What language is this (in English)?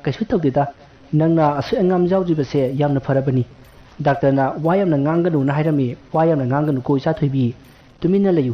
Manipuri